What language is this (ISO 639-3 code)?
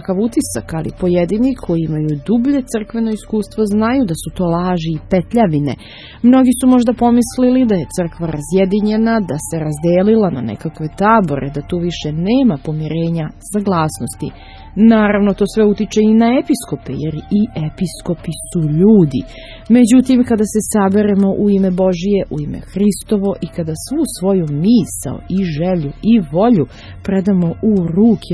srp